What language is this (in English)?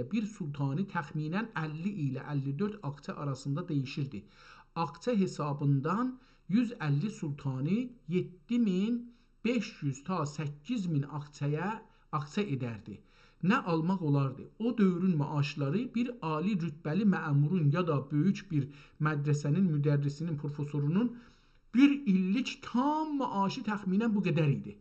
South Azerbaijani